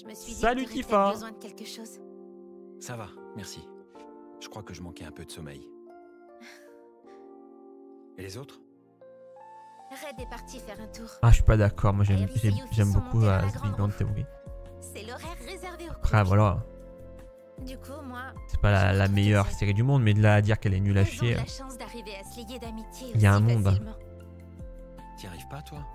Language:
French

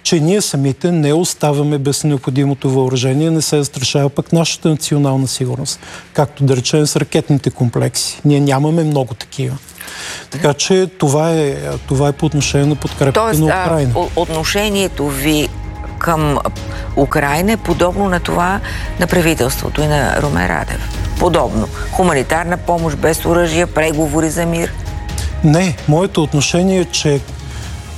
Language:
Bulgarian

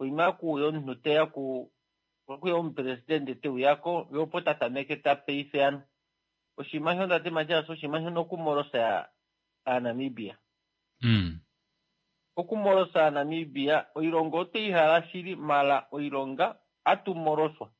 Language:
Kuanyama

